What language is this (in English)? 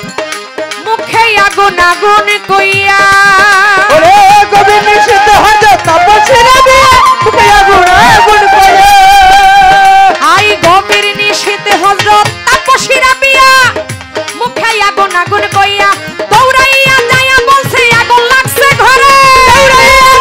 Bangla